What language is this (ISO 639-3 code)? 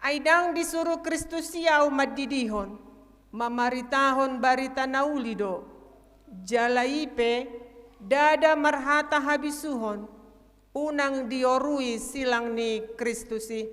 bbc